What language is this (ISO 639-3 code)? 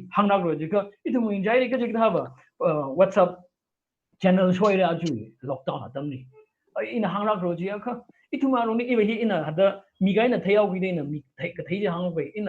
nmf